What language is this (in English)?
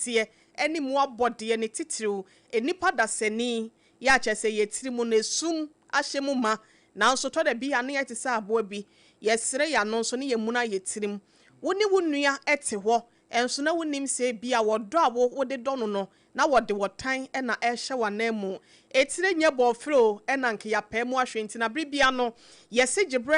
Akan